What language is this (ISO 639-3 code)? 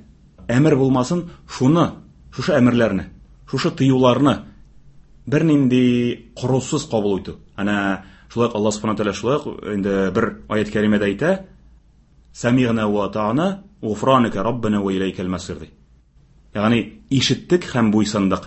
tat